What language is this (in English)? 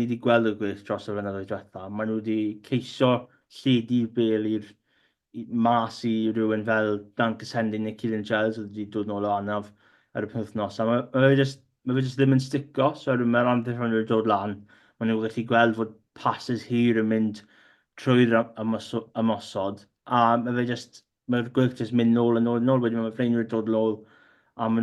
Welsh